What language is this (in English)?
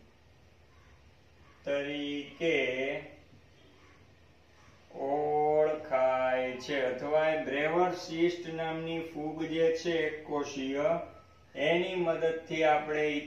Gujarati